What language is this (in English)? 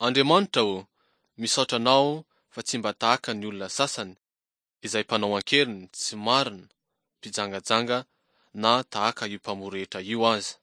Malagasy